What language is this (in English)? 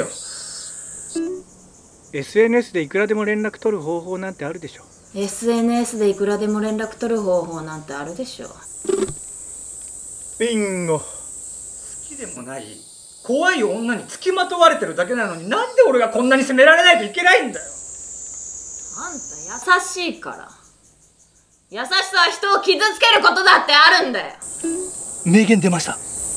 Japanese